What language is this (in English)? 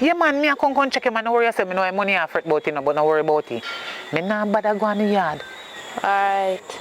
Jamaican Creole English